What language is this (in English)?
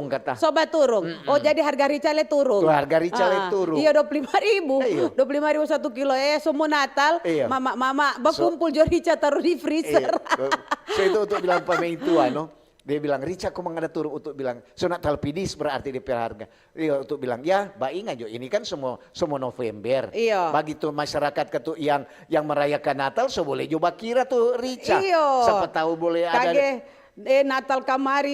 Manado Malay